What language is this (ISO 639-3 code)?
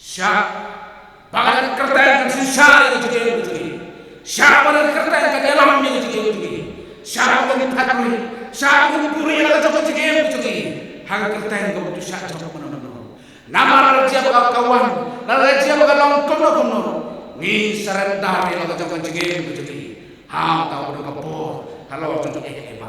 kha